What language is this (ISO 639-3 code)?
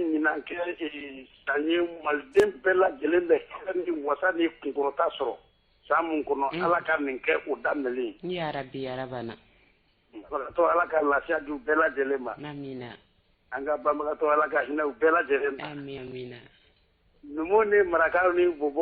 bam